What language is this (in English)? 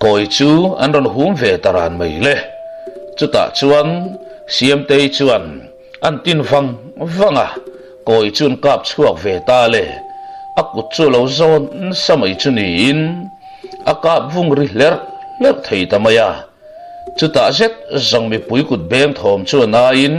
Mizo